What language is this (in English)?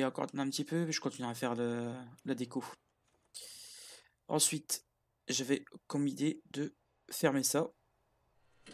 French